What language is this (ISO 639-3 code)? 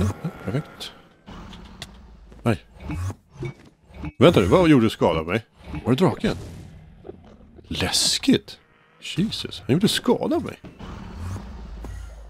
swe